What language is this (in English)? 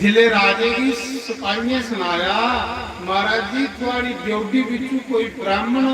Dogri